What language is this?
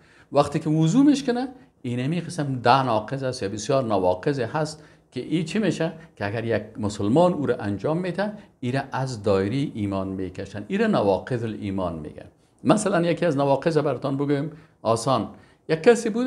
Persian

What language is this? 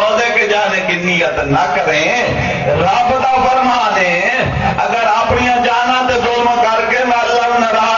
Saraiki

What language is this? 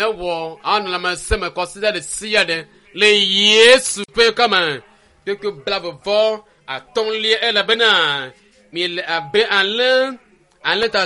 Ewe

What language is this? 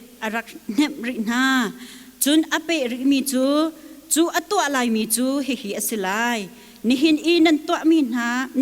Hakha Chin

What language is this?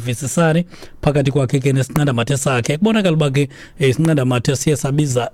Xhosa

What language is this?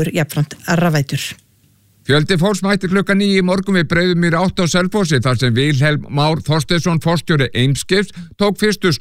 Icelandic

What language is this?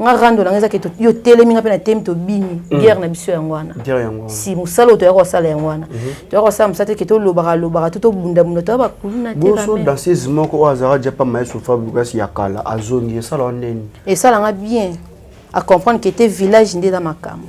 Lingala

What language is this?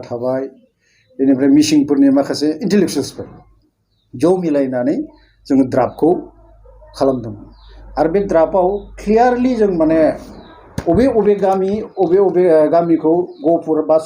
Bodo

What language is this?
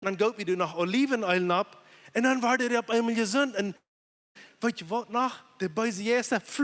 Plautdietsch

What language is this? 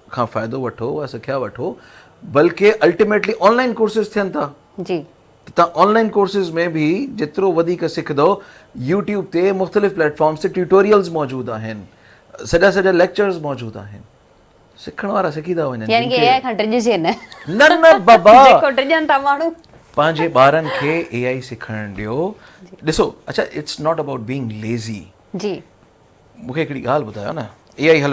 Sindhi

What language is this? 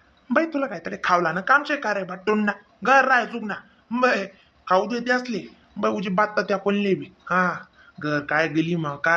Khandesi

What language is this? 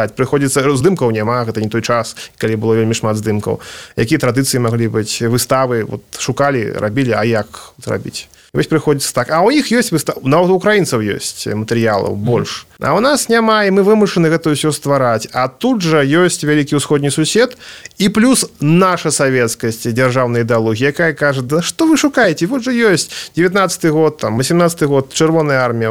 Belarusian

